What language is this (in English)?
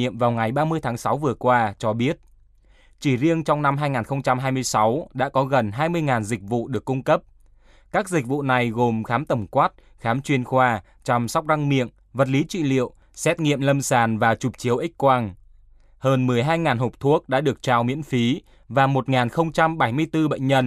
Vietnamese